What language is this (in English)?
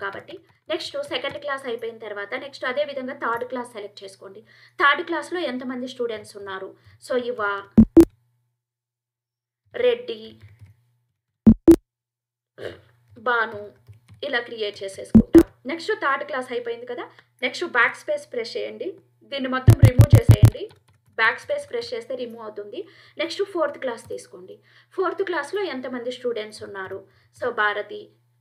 Telugu